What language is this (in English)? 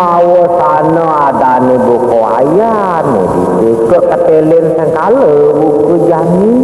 Balinese